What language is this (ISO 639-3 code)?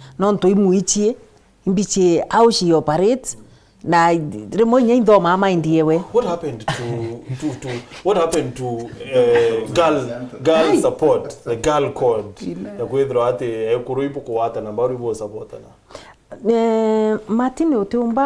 mer